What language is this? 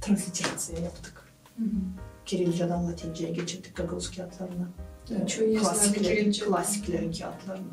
Gagauz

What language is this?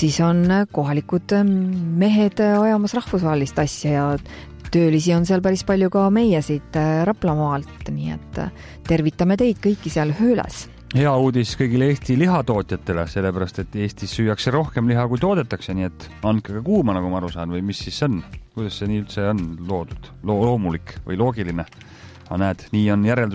Estonian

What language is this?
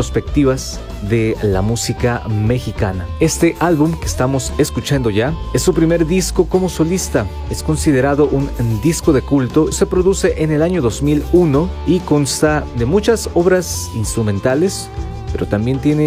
Spanish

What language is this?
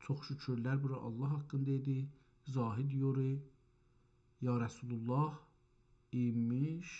South Azerbaijani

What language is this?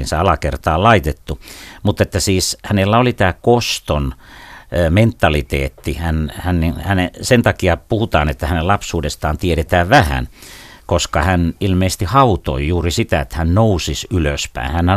Finnish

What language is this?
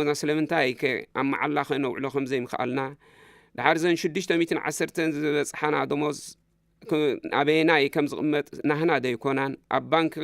Tigrinya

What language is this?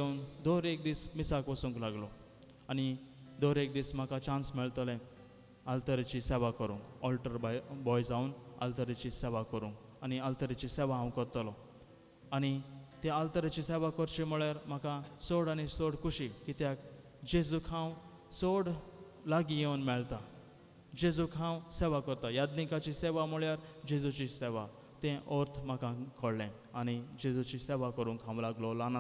Konkani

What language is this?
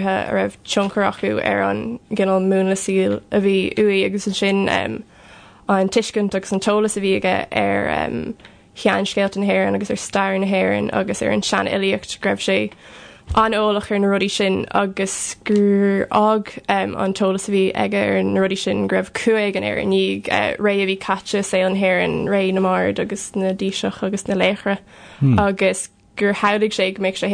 Irish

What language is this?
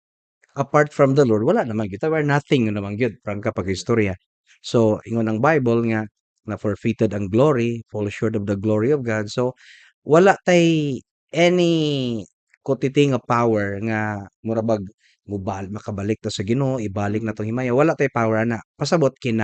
Cebuano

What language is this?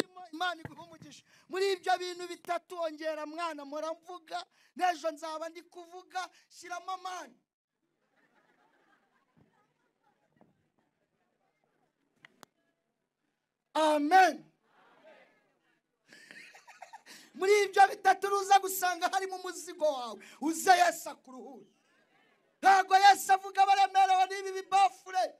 Kinyarwanda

